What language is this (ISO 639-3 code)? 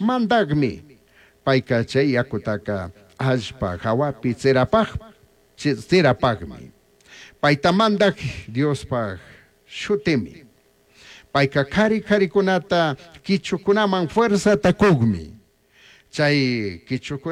qug